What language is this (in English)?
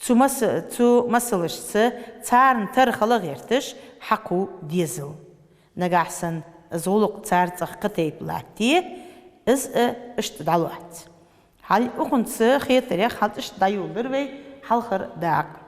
Ingush